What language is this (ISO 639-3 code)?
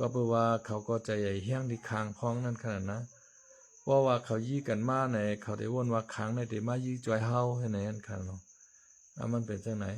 shn